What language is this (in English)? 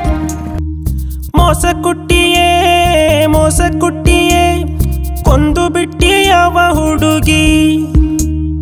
Kannada